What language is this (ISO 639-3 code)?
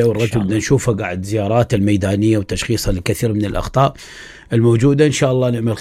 acm